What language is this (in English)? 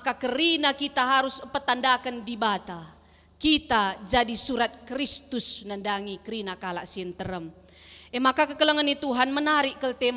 Batak Karo